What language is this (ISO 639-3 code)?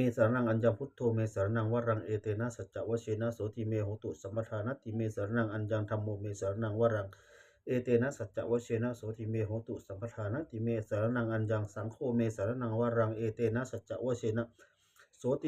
pli